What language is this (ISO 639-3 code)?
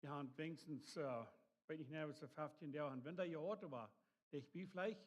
pdt